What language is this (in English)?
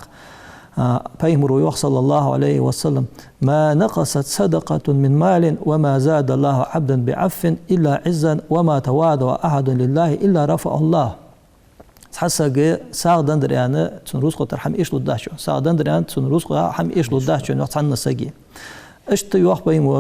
Ingush